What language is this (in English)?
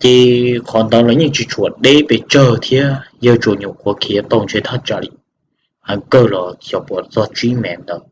Hmong